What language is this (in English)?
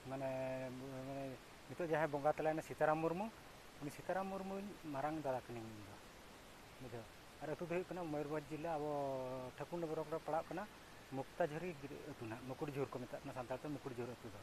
Santali